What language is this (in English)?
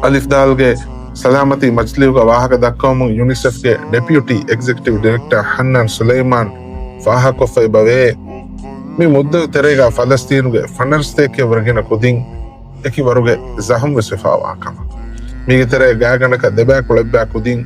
Divehi